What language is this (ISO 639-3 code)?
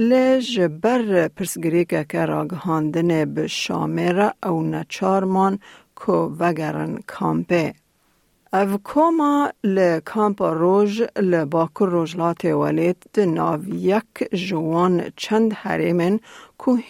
kur